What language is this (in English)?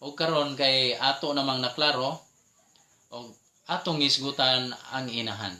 Cebuano